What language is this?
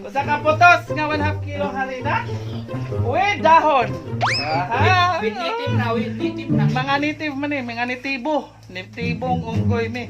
Cebuano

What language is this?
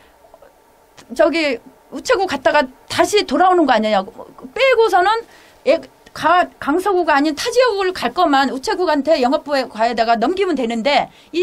Korean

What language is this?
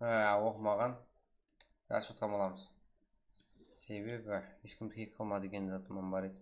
Kara-Kalpak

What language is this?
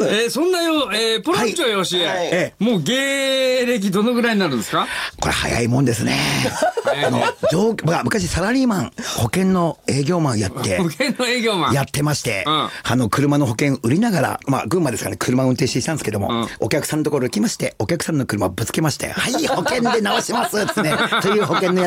Japanese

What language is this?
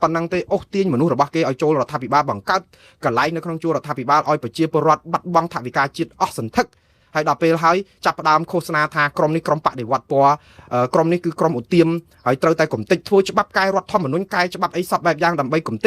Khmer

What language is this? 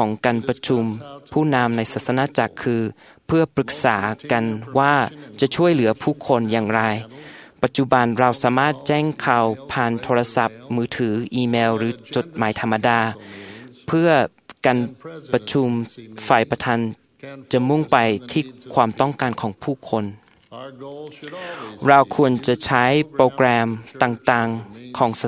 Thai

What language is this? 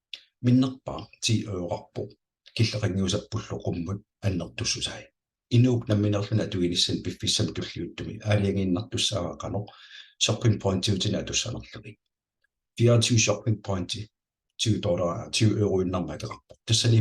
Kalaallisut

